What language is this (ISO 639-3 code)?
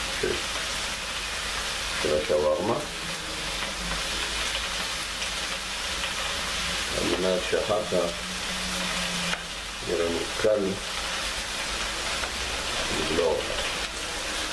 heb